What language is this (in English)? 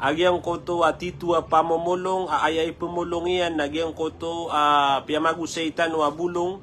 Maranao